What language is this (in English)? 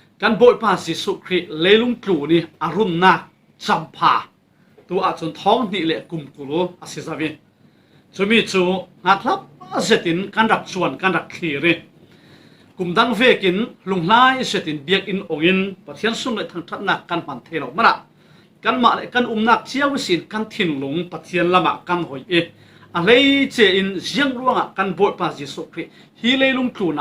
Falam Chin